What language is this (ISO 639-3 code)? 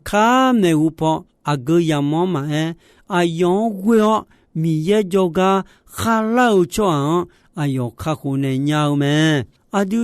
ahk